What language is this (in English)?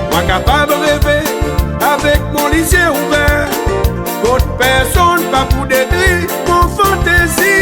Seselwa Creole French